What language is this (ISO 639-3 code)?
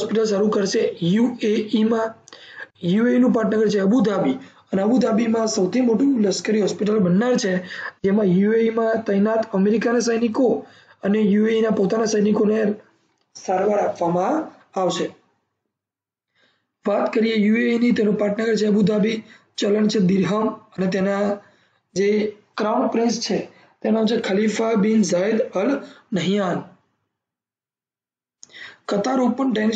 guj